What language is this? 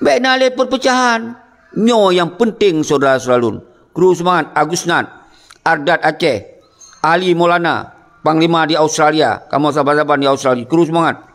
Achinese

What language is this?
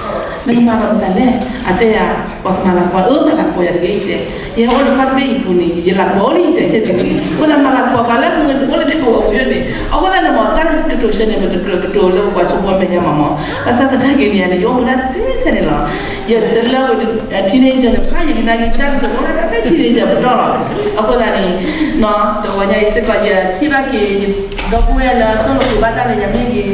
S'gaw Karen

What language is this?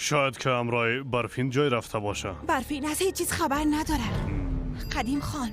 Persian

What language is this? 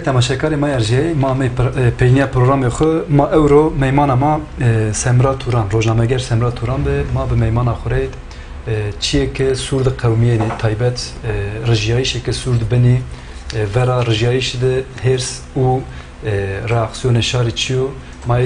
Zaza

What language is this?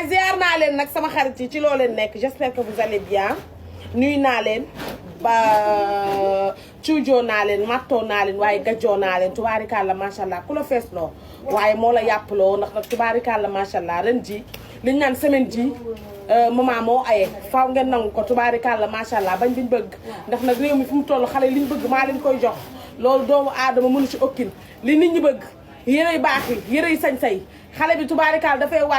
Wolof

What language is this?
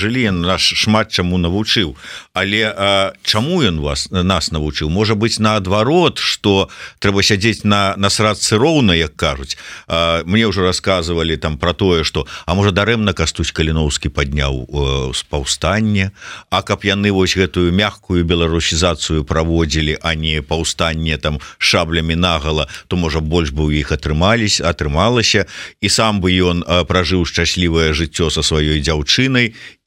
Belarusian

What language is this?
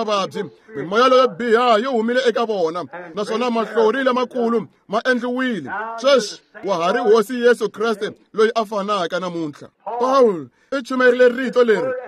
Tsonga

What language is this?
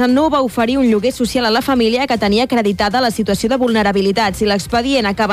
Catalan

